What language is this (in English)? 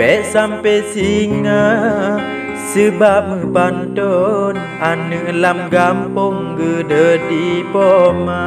Achinese